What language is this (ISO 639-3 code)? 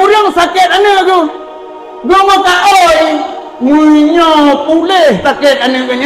ace